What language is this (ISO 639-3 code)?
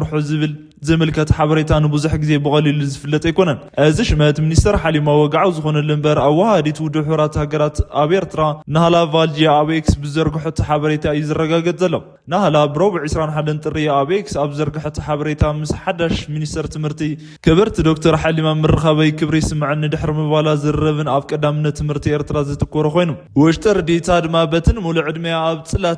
tir